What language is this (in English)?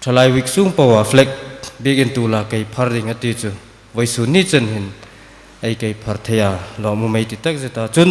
Hmar